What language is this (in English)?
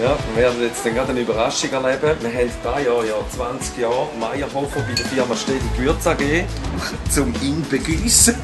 Swiss German